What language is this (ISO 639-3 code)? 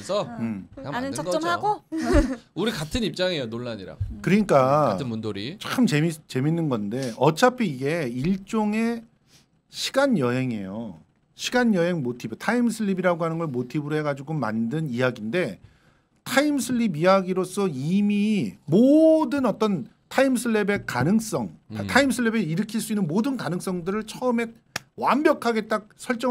kor